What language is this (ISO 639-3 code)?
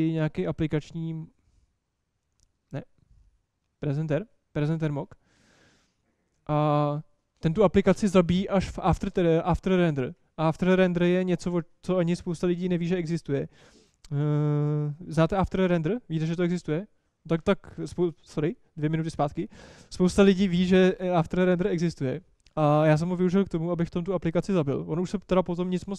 ces